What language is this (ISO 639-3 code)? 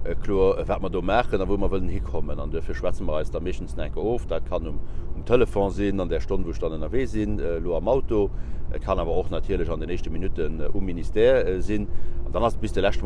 ltz